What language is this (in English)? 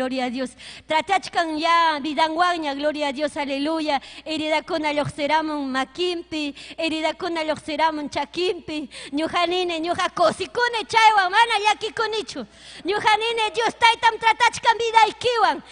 Ayacucho Quechua